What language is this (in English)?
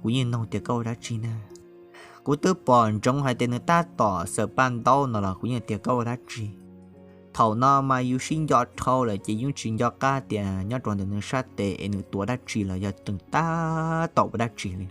Hmong